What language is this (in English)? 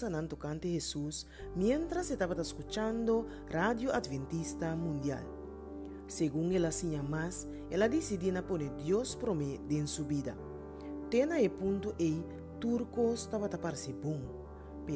Papiamento